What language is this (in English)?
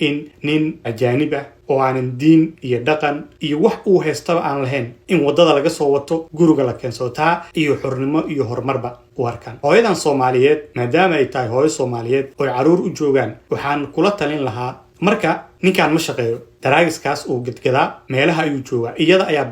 Somali